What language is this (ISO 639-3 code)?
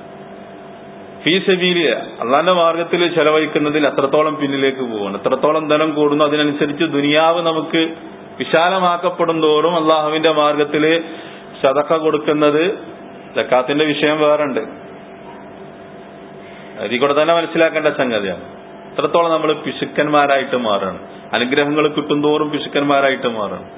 mal